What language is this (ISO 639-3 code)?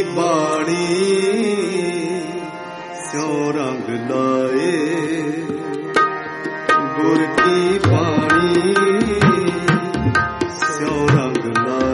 pan